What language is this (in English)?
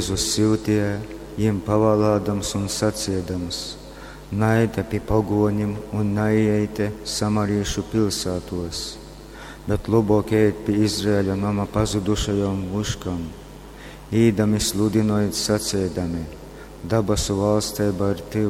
Latgalian